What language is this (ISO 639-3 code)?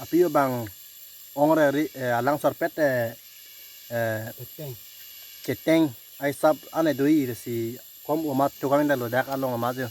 mjw